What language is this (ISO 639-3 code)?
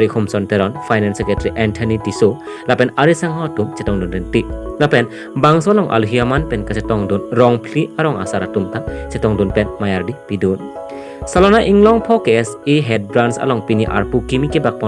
mjw